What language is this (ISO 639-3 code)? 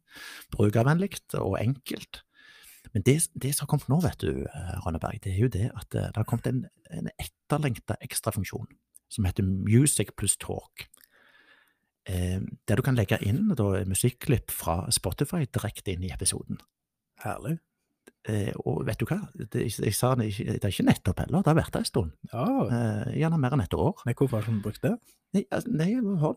nor